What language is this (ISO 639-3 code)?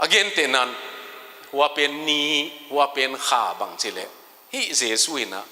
ctd